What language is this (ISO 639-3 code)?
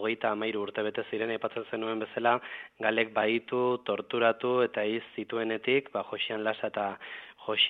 eus